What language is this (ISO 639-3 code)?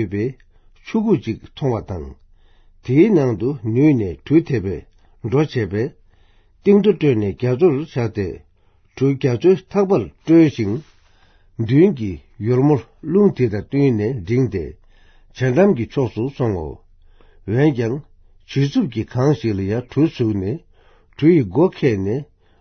bod